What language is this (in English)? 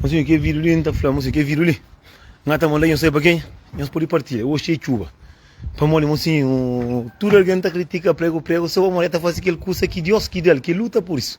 Kabuverdianu